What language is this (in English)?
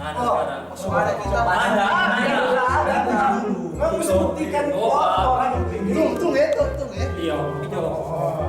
Manado Malay